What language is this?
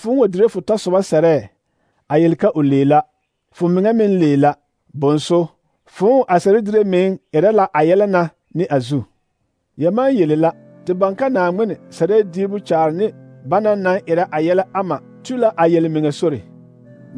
Southern Dagaare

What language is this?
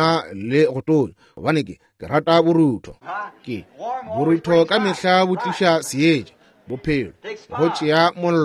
Northern Sotho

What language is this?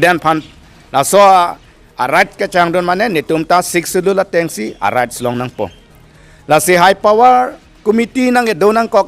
Karbi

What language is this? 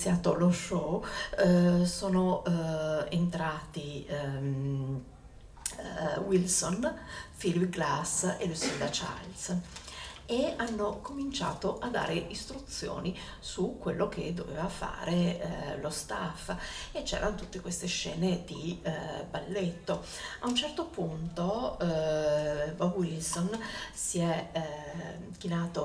Italian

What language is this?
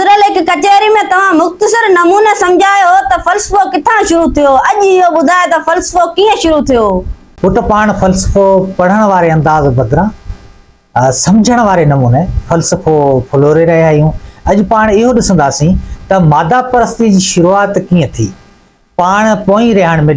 Sindhi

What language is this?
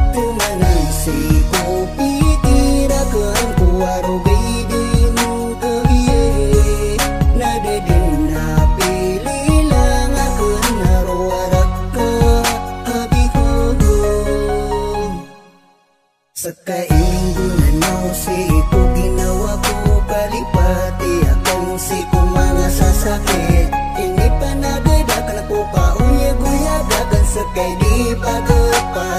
Maranao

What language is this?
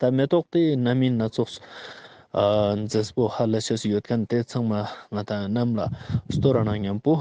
Ladakhi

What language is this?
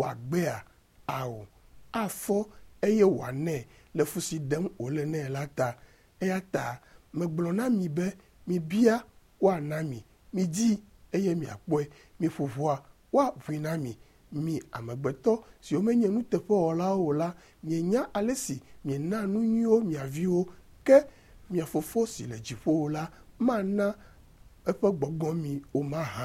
Ewe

